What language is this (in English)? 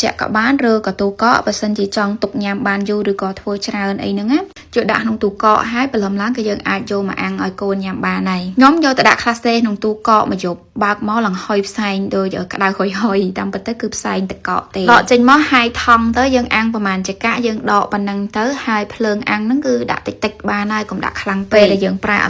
Khmer